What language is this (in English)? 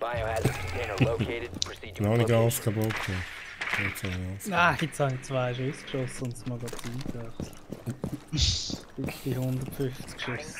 Swiss German